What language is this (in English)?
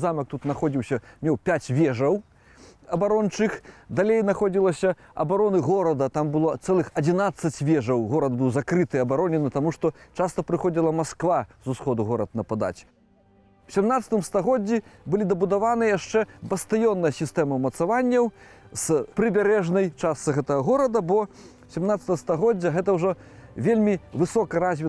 Belarusian